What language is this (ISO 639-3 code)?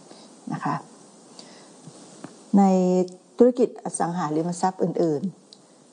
tha